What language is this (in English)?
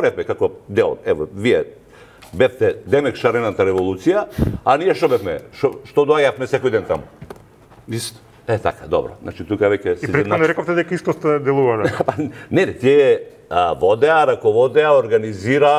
Macedonian